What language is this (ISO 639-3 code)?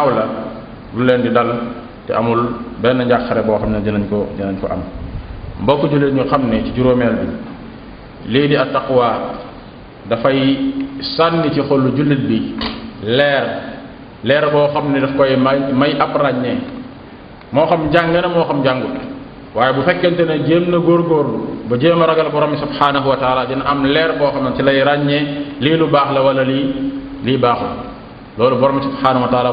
wol